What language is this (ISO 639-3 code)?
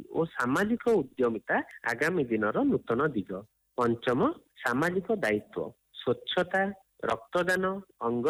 ori